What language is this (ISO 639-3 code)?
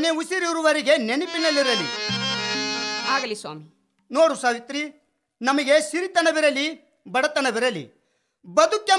kan